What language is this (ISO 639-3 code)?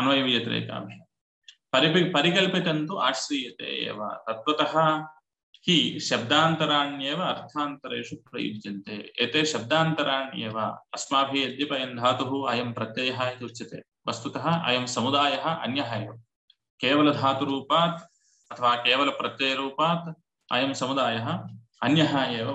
san